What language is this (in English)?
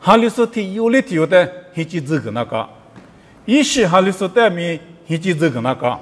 Lisu